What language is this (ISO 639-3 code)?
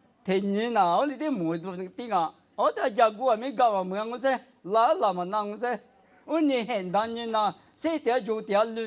lis